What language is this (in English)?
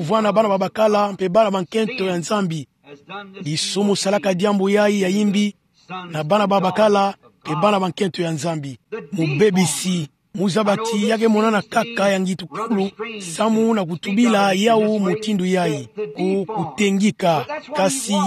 Kituba (Democratic Republic of Congo)